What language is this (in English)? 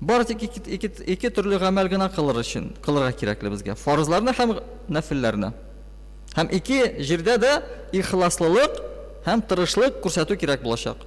Tatar